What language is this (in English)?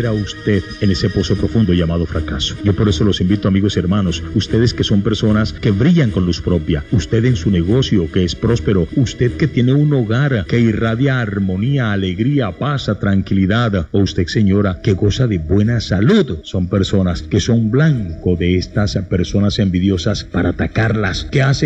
Spanish